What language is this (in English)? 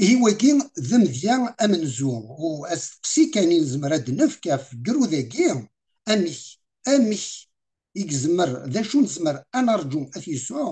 Kabyle